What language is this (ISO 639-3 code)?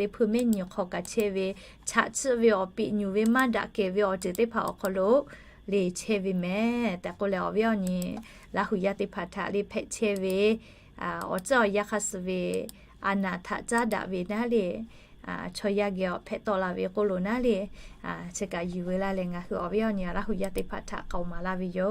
lhu